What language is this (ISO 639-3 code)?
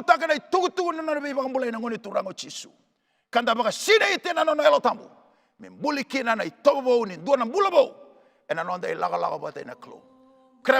fij